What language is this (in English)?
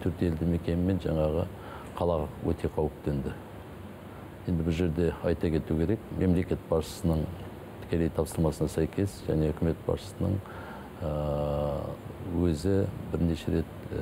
Kazakh